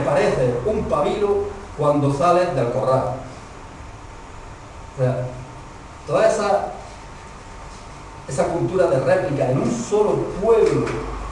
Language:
Spanish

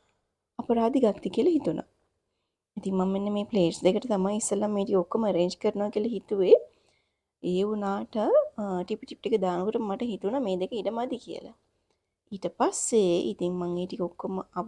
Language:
Sinhala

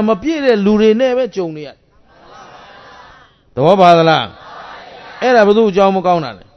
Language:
Burmese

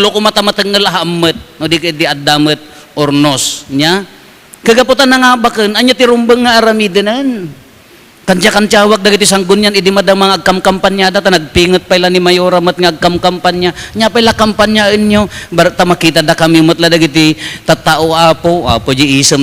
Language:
Iloko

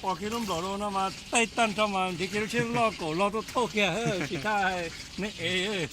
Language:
Hmong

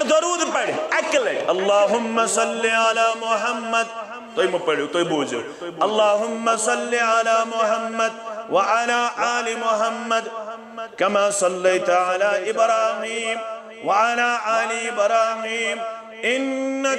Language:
Kashmiri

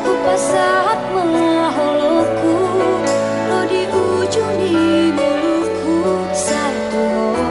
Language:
Batak Toba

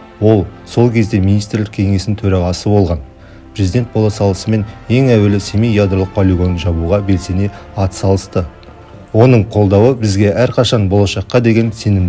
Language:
Kazakh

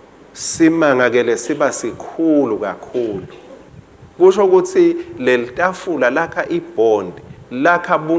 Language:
Swati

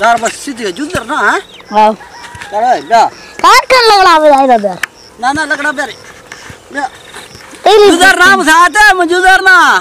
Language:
Saraiki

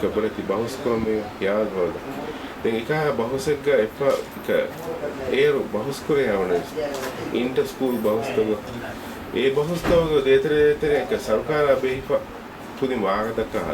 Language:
Divehi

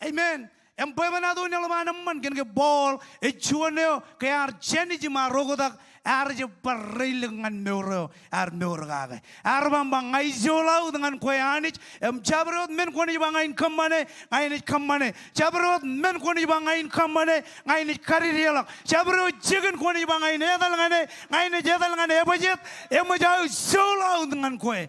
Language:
Marshallese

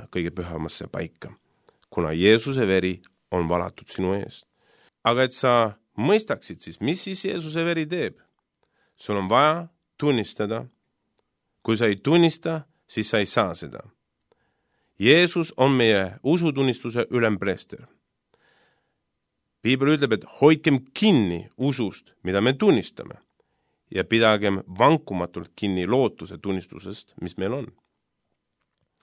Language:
Estonian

